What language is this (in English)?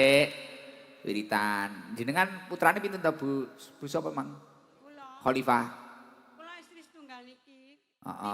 Javanese